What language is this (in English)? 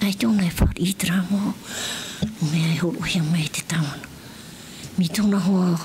Tahitian